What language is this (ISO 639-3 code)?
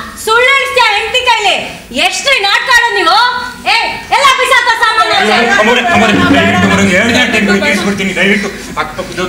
kan